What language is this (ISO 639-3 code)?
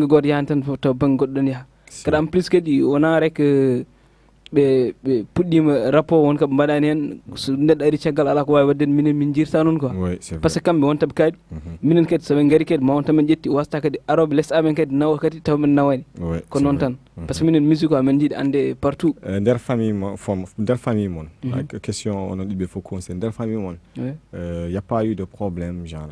ful